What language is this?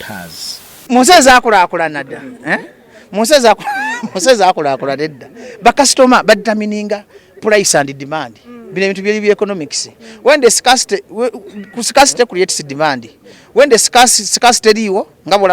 Ganda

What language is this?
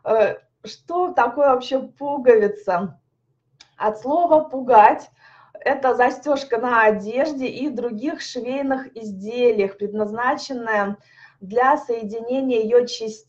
Russian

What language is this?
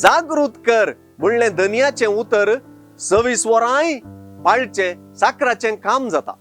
Konkani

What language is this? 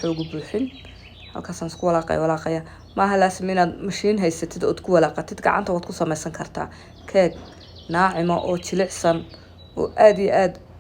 Somali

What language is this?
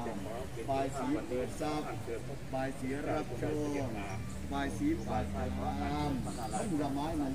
Thai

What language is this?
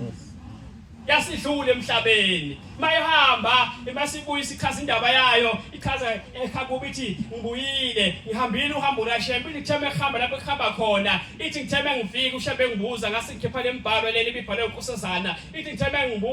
Zulu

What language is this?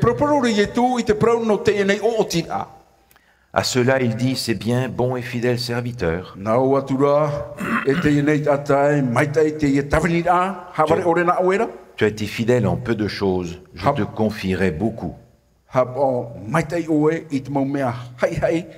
Tahitian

